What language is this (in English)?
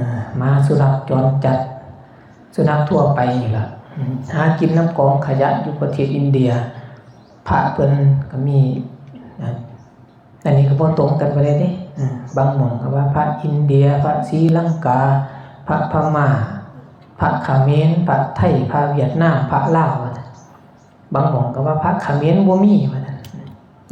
Northeastern Thai